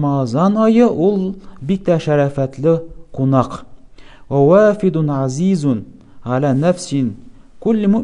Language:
Tatar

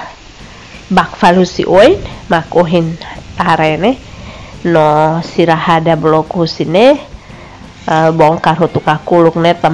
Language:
Tetum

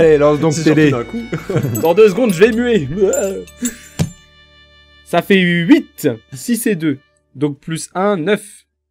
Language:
French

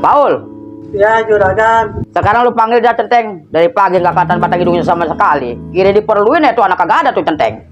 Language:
Betawi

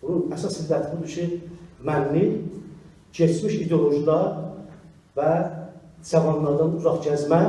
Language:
South Azerbaijani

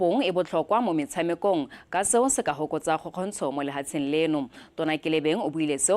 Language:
Tswana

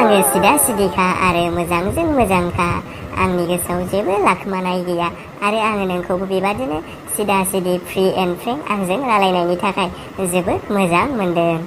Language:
Bodo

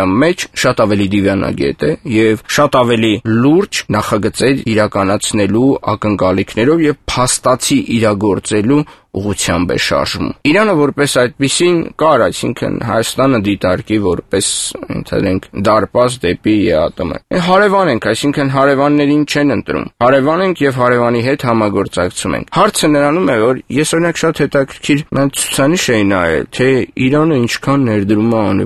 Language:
Armenian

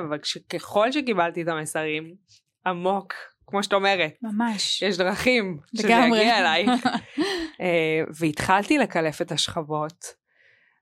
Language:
Hebrew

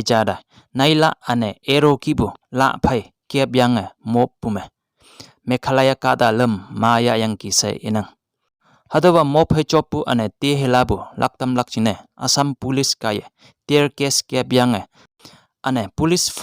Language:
Konyak Naga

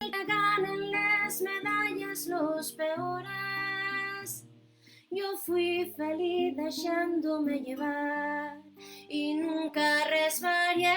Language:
Asturian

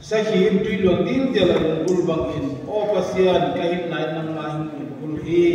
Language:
Tedim Chin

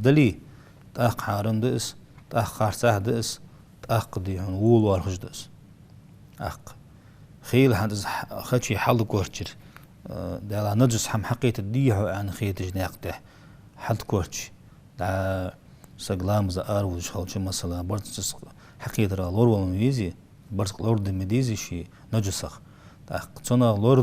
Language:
Ingush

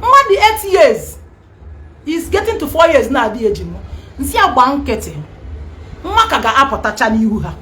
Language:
Igbo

